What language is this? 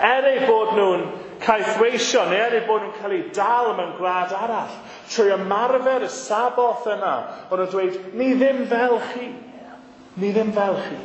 Welsh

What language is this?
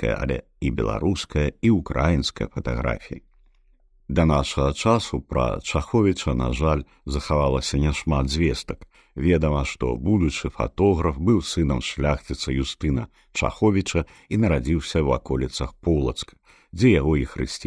Belarusian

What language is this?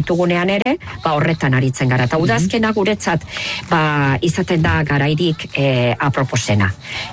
Basque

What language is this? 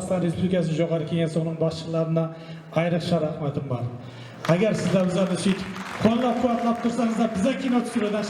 Kara-Kalpak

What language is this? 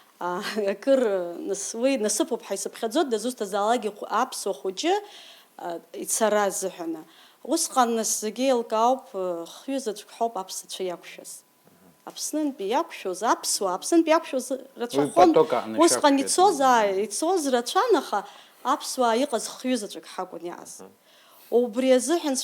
Abkhazian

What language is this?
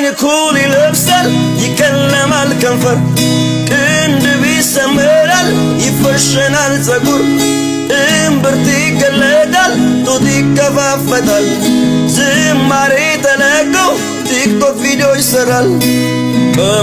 Amharic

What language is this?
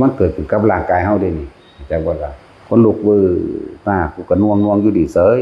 Northeastern Thai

